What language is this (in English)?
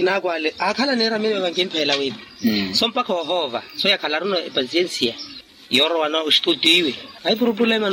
Makhuwa